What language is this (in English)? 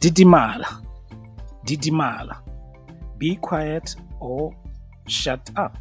Tswana